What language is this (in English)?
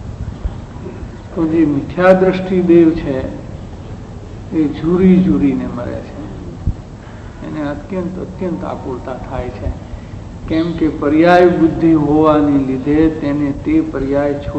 Gujarati